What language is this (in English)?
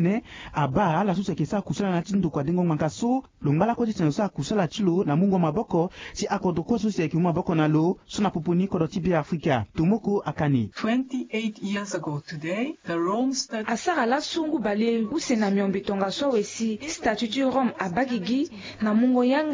Sango